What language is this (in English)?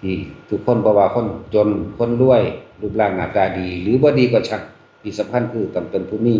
Northeastern Thai